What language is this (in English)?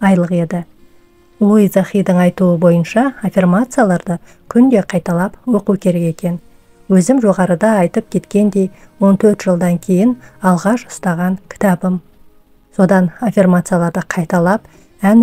Kazakh